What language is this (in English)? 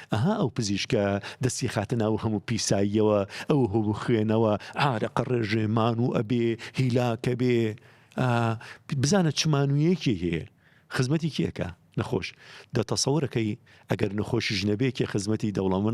Central Kurdish